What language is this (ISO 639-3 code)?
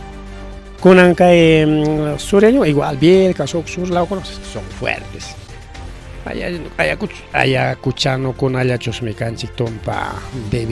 quy